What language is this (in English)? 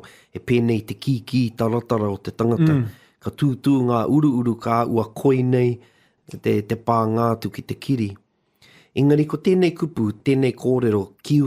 Māori